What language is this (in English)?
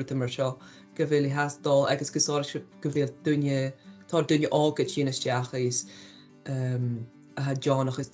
Scottish Gaelic